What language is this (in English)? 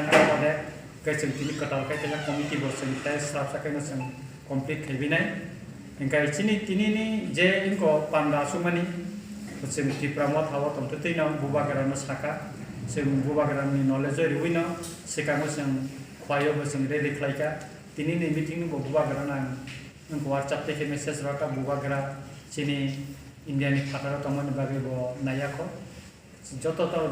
Kok Borok